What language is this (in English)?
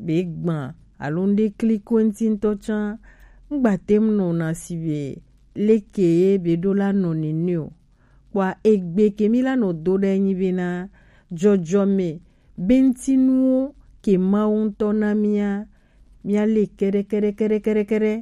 Gen